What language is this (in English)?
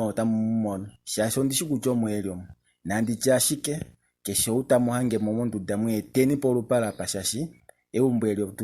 Kuanyama